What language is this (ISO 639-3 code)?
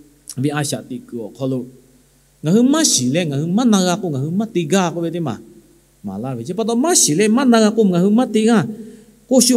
lhu